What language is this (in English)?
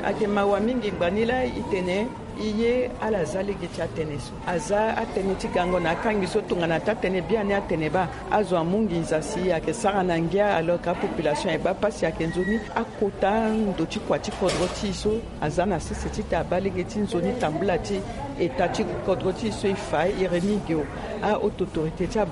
Sango